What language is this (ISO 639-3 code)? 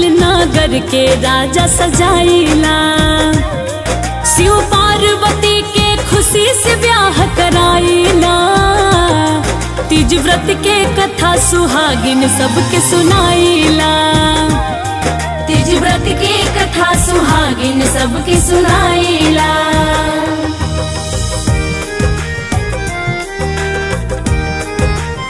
bho